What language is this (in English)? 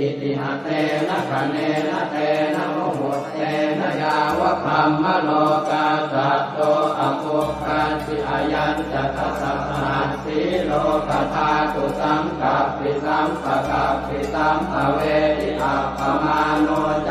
Pali